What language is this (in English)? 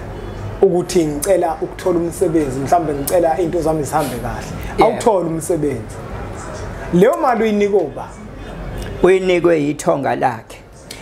Zulu